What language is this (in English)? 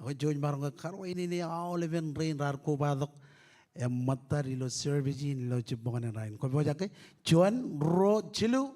Marshallese